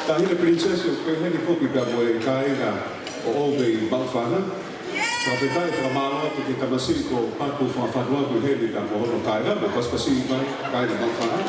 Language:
Tongan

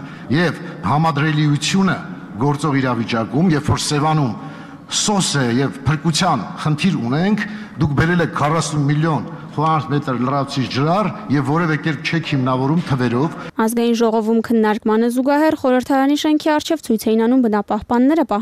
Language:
Armenian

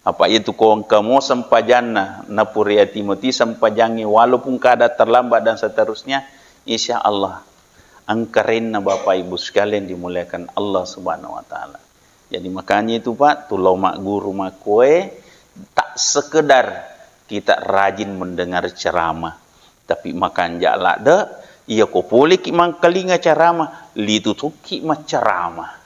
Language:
Buginese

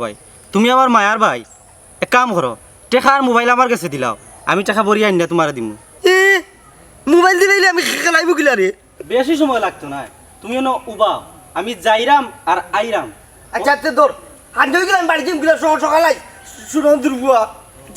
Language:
Sylheti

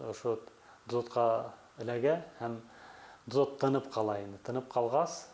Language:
Bashkir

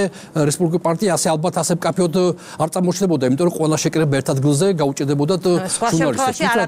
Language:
Georgian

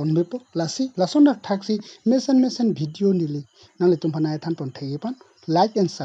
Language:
Karbi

